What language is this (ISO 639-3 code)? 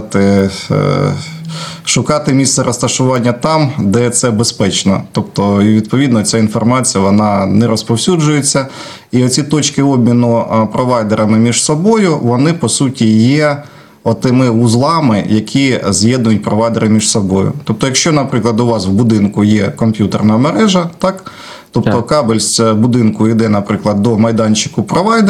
ukr